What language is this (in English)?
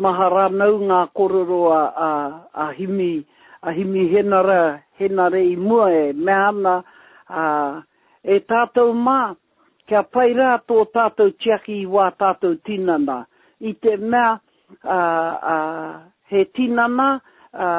Māori